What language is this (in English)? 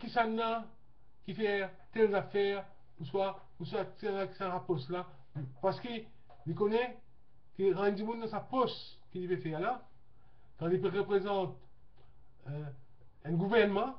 Morisyen